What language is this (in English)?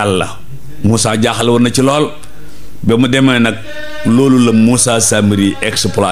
Wolof